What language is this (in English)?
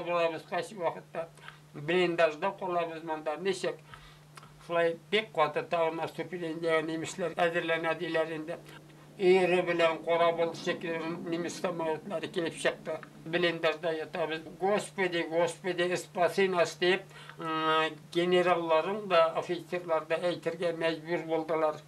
Bashkir